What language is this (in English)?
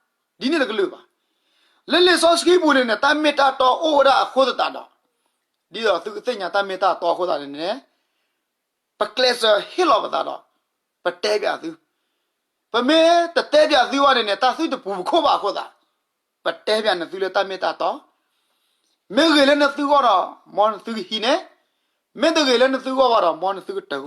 S'gaw Karen